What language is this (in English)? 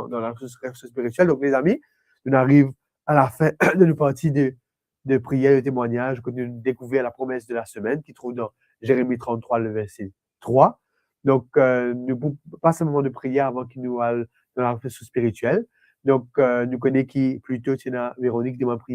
Morisyen